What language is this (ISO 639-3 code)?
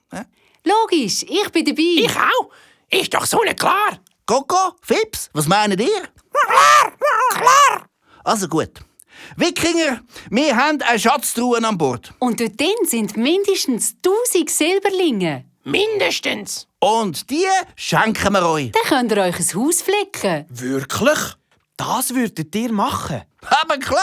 gsw